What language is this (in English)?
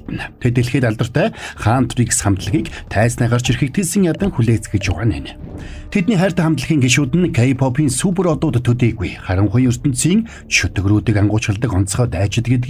Mongolian